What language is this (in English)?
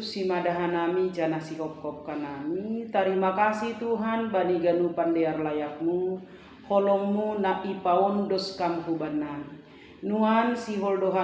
Batak Simalungun